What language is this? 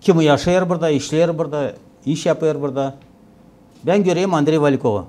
Gagauz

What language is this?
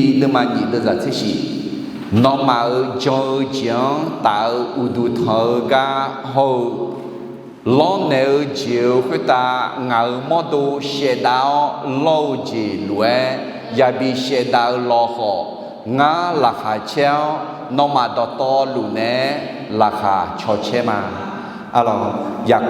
Akha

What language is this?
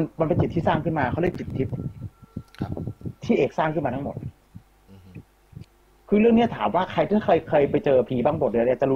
Thai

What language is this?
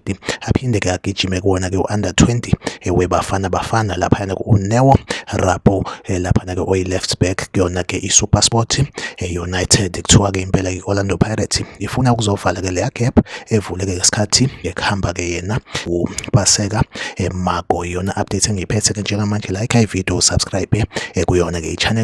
Zulu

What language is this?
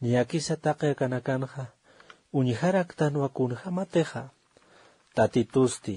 Aymara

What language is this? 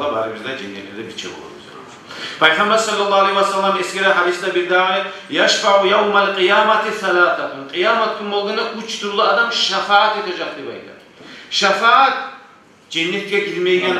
Kumyk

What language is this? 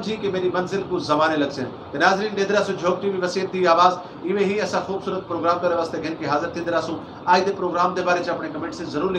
Saraiki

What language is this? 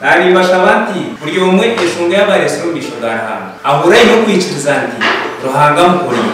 Nyankole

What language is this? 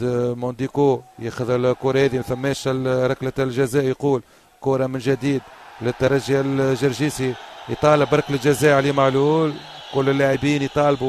Tunisian Arabic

